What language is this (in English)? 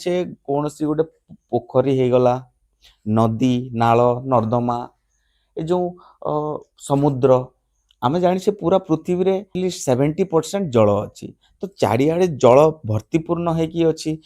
Odia